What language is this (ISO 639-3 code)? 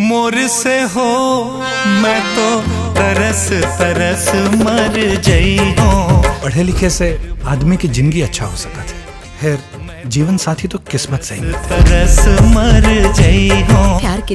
hne